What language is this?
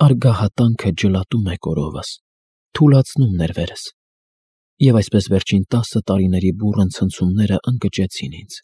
Armenian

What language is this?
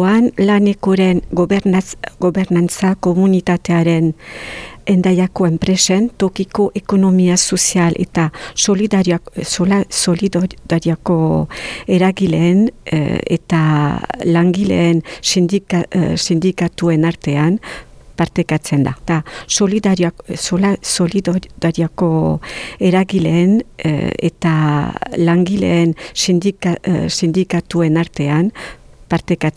Basque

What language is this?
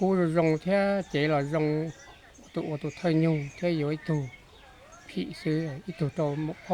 Hmong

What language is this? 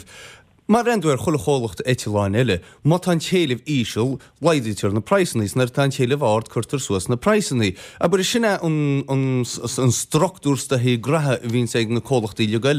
Irish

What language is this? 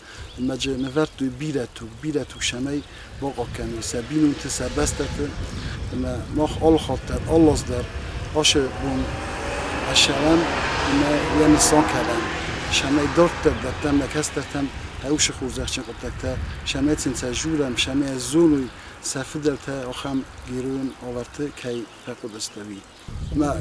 Ossetic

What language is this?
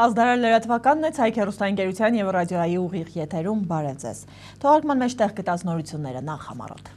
Armenian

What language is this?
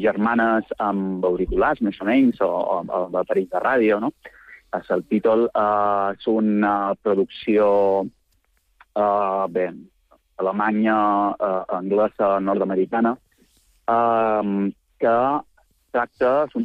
Catalan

